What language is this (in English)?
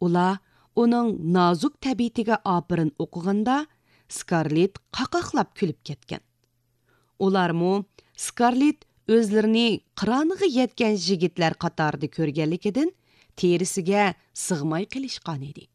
Uyghur